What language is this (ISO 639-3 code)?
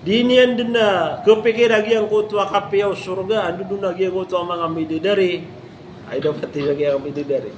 mrw